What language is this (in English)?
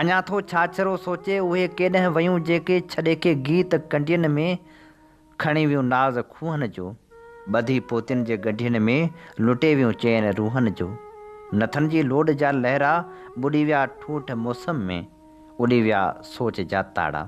Sindhi